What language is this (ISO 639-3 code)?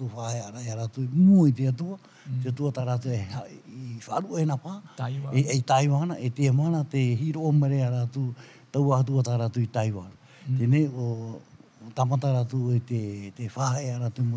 tah